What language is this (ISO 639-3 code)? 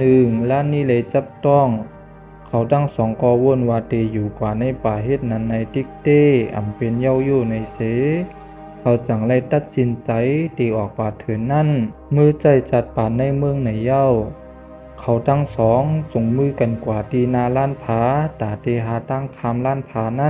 shn